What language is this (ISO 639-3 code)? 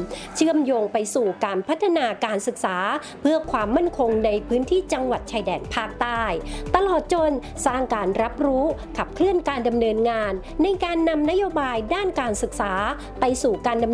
tha